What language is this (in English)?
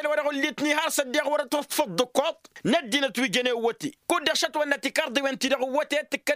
Tamasheq